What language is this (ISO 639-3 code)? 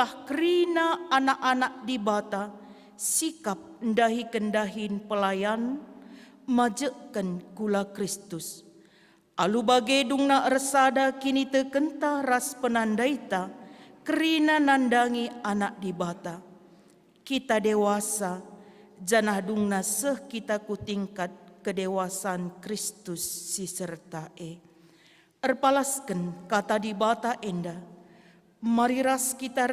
btx